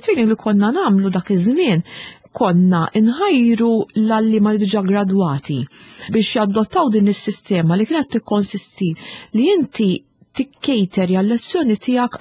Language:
Maltese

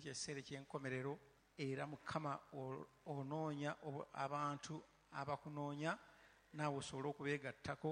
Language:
Ganda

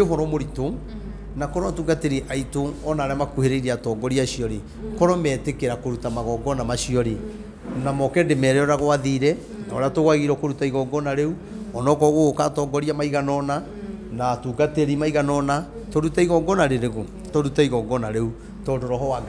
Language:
Kikuyu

